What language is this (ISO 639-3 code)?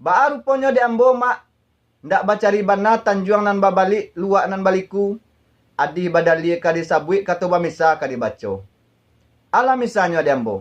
min